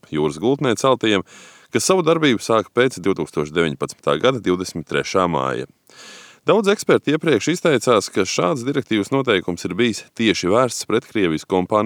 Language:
Latvian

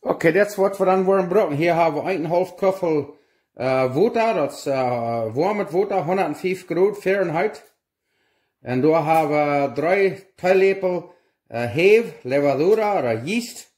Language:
Plautdietsch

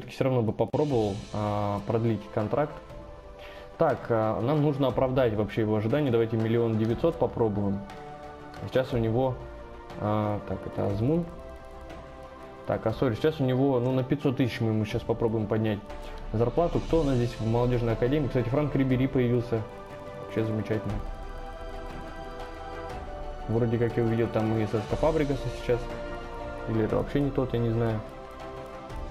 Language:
Russian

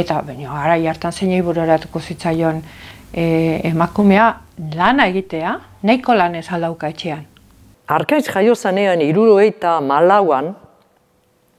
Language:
Basque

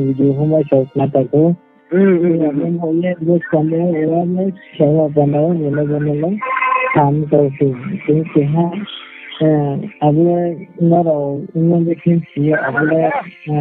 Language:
Riang (India)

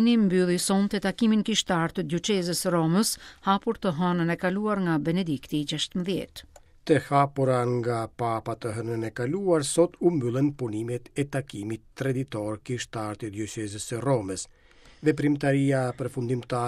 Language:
Albanian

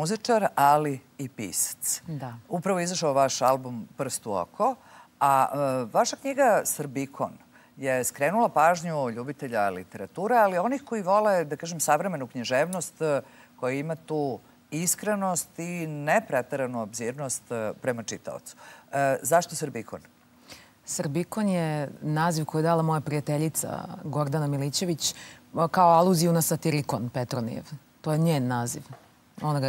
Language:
Serbian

